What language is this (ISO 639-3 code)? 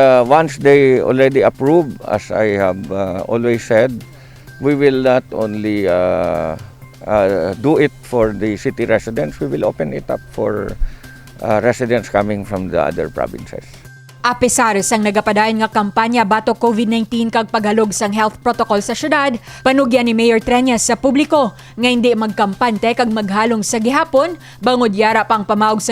hil